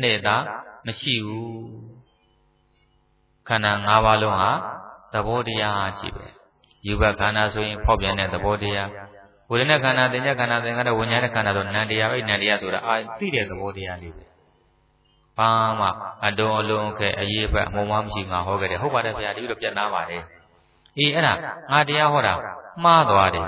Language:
Burmese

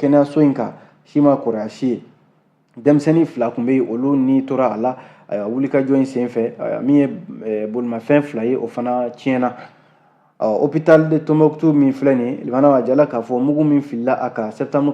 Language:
Bambara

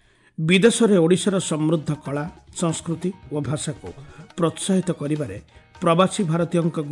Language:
Odia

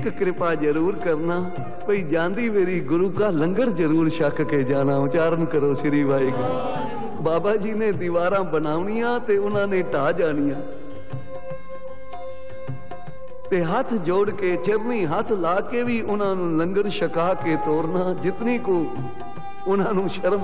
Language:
Punjabi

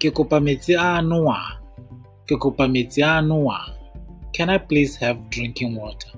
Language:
Tswana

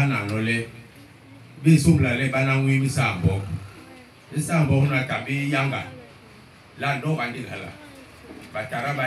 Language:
Basaa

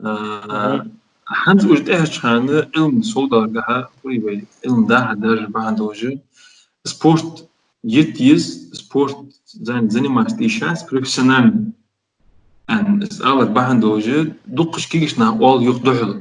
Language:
Ingush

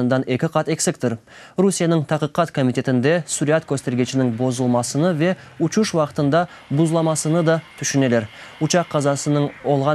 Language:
Crimean Tatar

